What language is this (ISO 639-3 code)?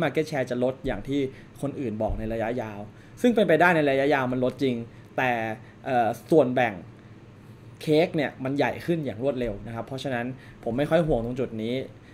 tha